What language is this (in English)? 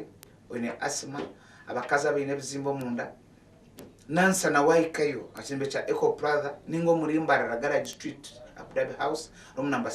Nyankole